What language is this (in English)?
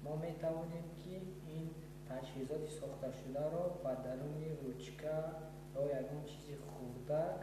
Tajik